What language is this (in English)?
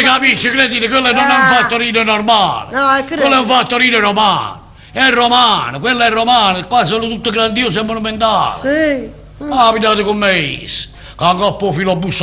Neapolitan